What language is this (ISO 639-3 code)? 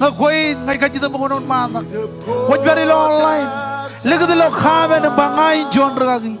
mah